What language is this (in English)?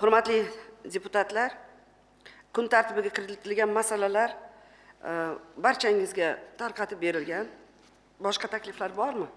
Uzbek